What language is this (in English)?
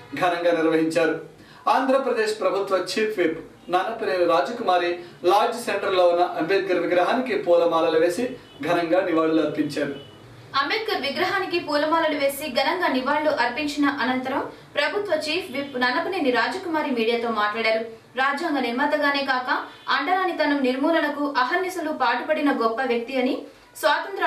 Telugu